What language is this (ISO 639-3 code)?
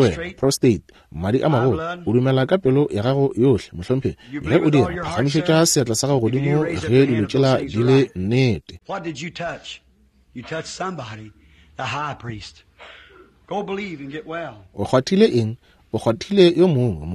nso